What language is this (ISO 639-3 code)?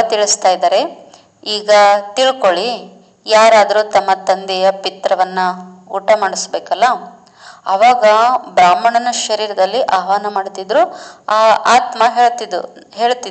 kan